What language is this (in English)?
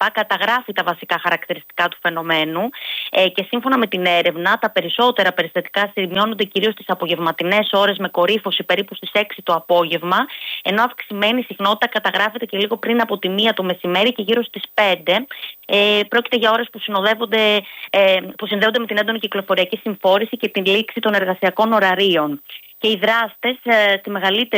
Greek